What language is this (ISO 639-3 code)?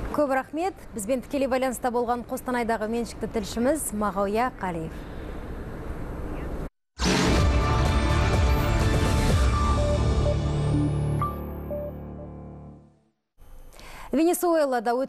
kaz